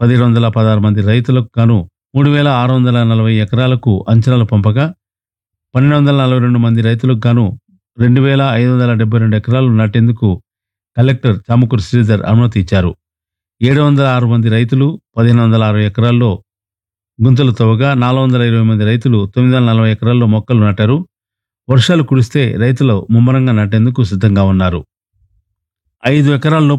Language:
Telugu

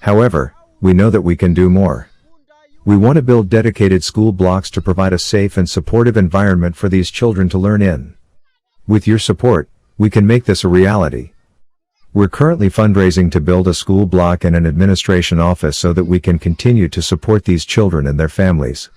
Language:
English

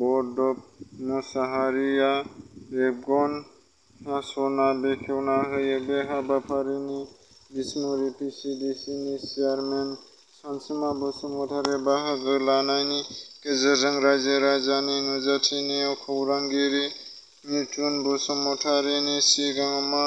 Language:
Bodo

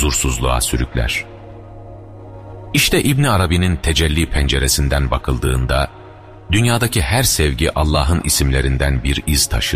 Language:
Turkish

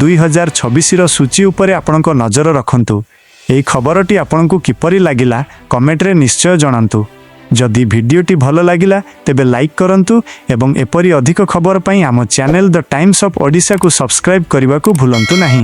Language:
Odia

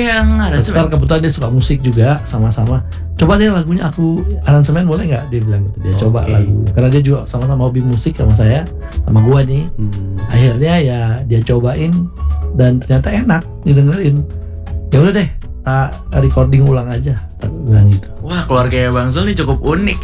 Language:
Indonesian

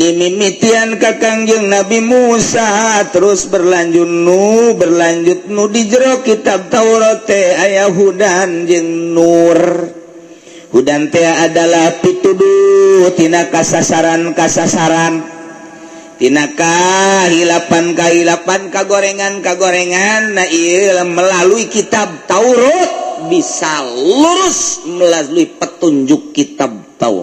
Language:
Sundanese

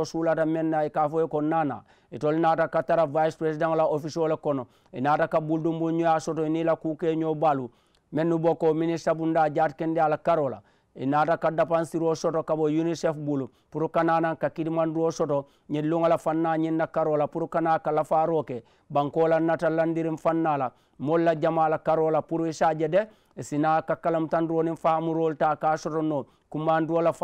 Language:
Mandingo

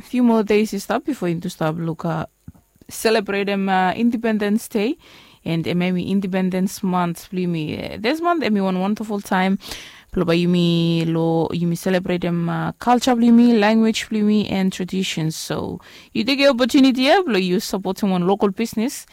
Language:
Bislama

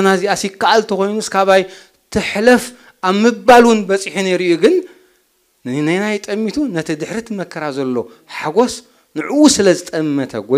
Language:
Tigrinya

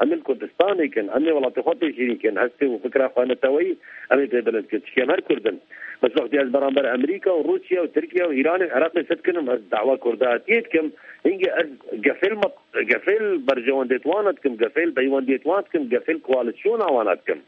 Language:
Kurdish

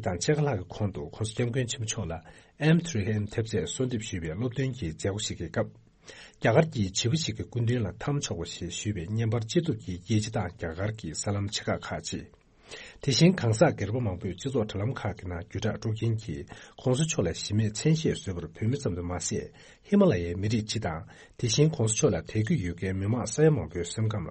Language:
Tibetan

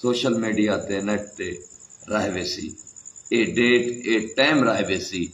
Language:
Saraiki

